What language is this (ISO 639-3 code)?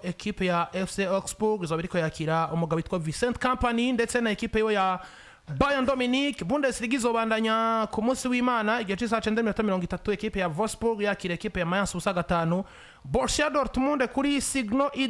run